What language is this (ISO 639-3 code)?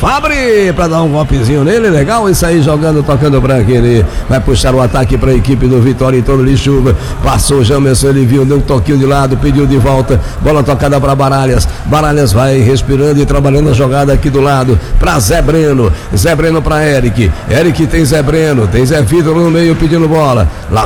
por